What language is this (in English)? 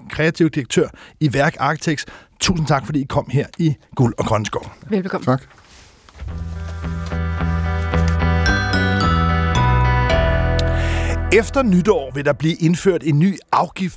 Danish